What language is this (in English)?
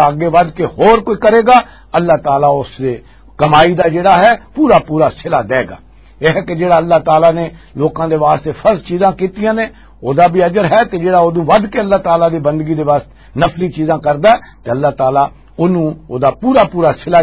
Western Panjabi